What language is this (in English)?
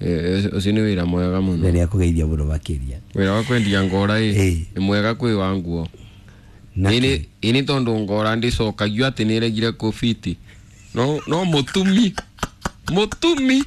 Kikuyu